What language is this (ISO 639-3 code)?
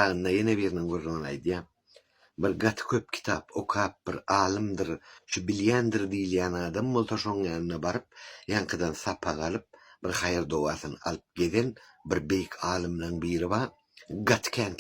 tuk